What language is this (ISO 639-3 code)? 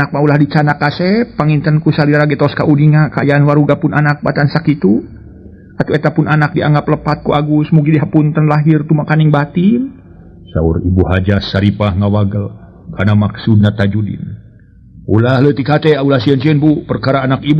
sun